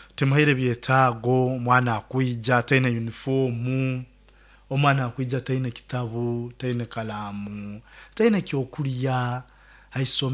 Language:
Nyoro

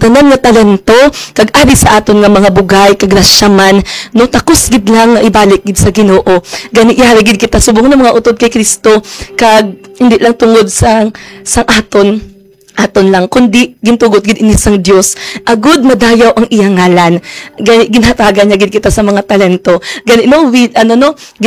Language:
Hiligaynon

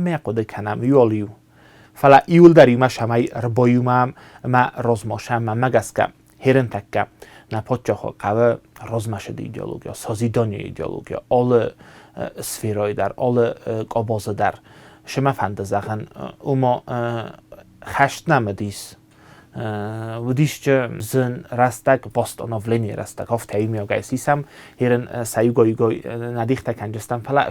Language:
Ossetic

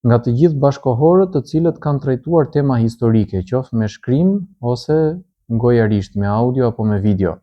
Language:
Albanian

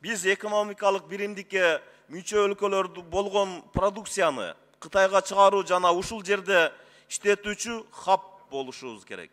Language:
Kyrgyz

